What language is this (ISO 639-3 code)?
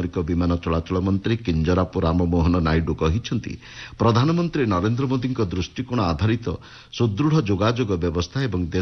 ori